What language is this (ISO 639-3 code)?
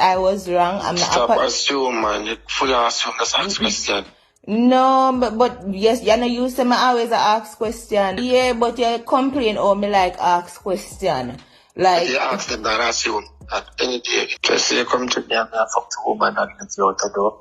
jam